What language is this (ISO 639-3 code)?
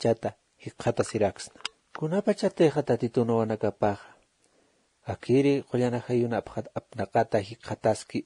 aym